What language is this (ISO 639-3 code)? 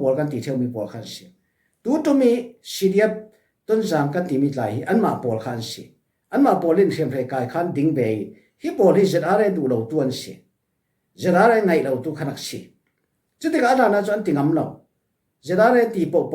cfm